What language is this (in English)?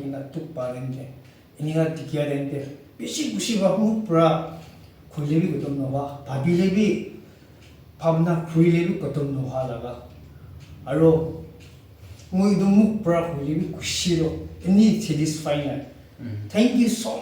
Naga Pidgin